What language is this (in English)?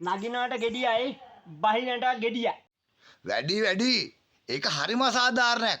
Sinhala